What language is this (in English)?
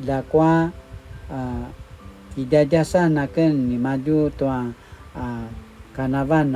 Paiwan